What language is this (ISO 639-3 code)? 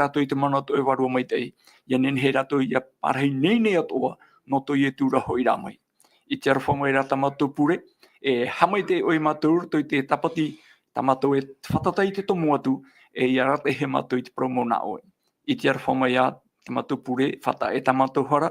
tah